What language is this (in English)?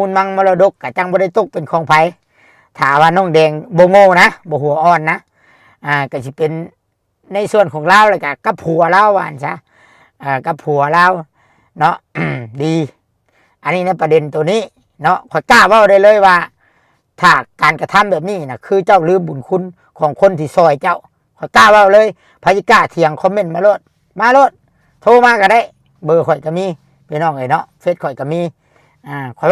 Lao